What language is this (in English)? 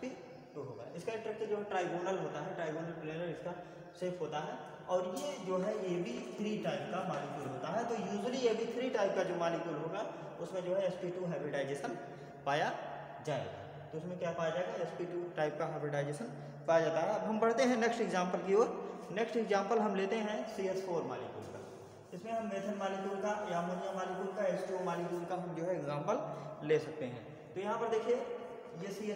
Hindi